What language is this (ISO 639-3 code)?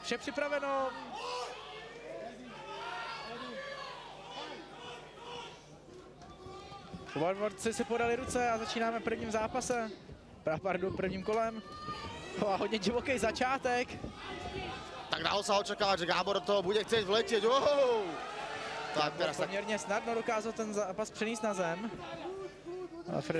ces